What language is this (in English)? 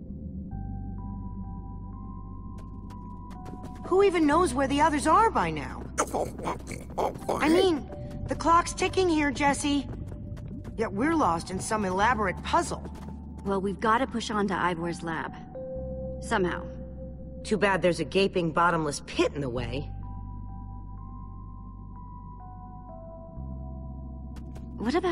English